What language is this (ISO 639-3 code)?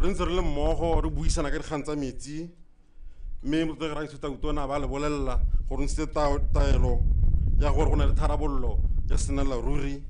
tsn